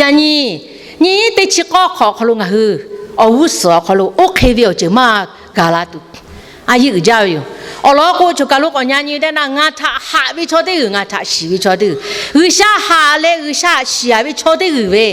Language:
Lahu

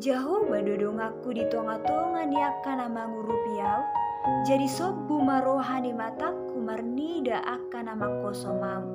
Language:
Batak Toba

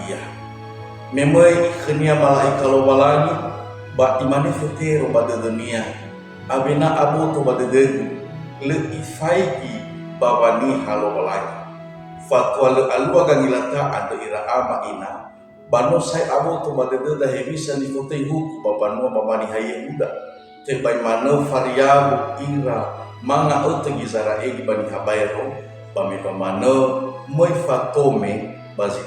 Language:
Nias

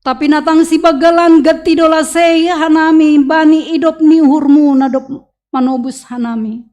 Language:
Batak Simalungun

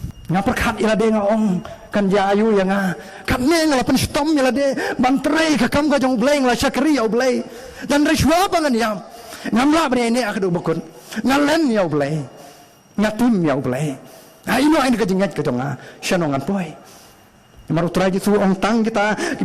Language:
Khasi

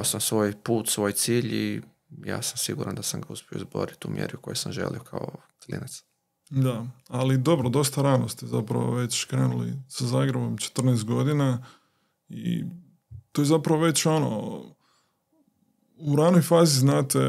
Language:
Croatian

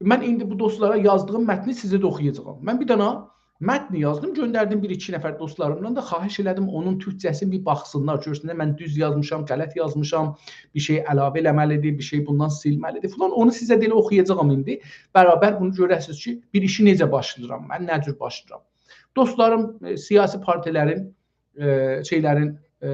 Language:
South Azerbaijani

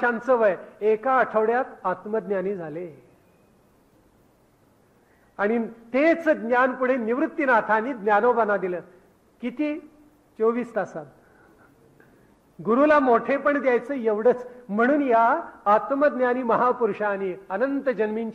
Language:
Marathi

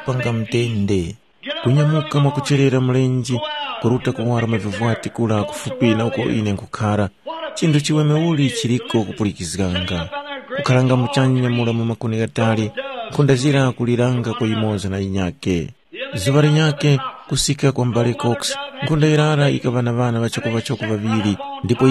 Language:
Tumbuka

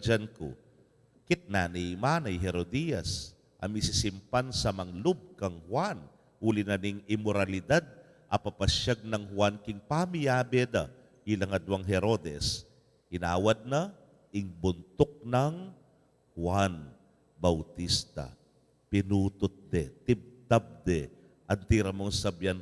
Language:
Pampanga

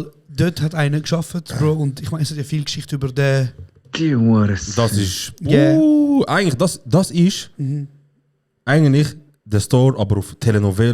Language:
Swiss German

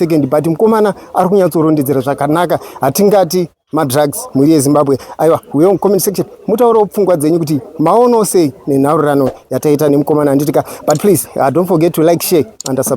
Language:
Shona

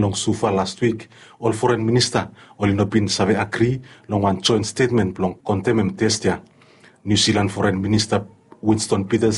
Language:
Bislama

